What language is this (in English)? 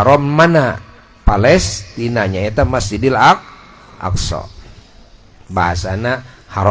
Sundanese